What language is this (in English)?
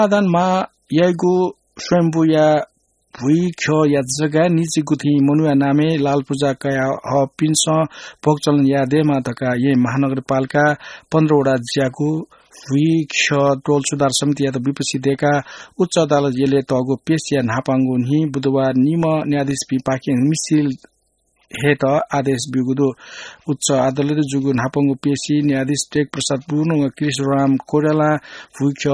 Newari